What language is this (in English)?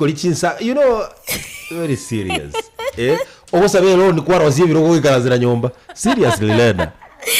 Gusii